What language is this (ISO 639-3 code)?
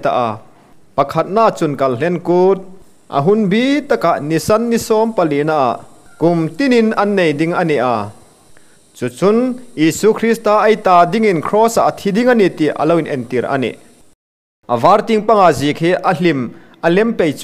hmr